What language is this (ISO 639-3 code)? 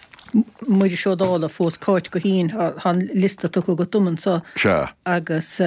gle